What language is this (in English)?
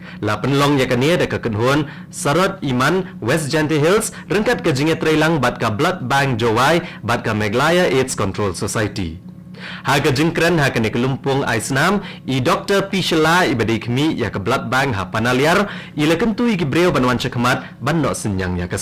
Khasi